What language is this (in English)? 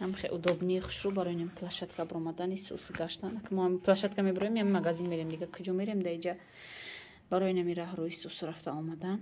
Tajik